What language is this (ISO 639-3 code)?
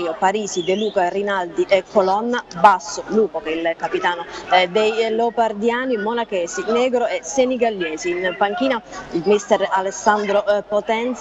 ita